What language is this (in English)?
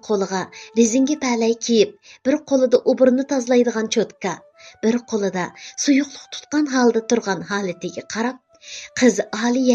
Uyghur